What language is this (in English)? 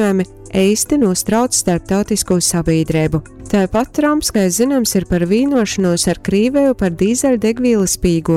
Latgalian